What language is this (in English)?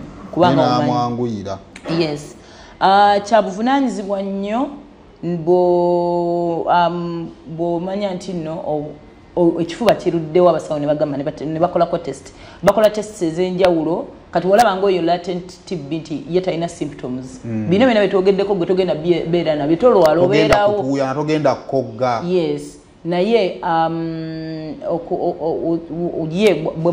Ganda